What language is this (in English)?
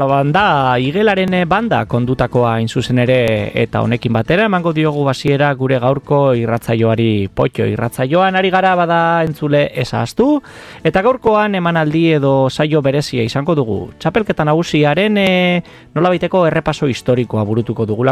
Basque